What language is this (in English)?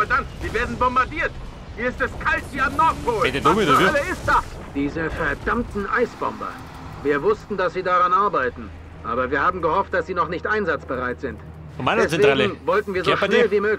Bavarian